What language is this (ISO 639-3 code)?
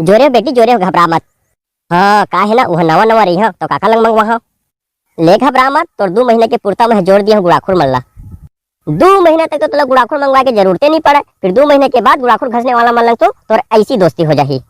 hne